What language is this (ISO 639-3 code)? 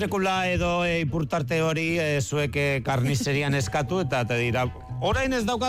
eus